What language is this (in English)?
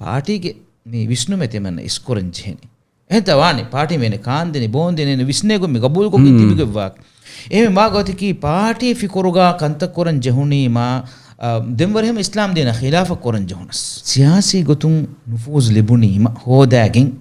Divehi